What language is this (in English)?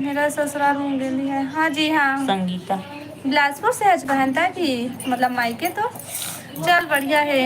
Chhattisgarhi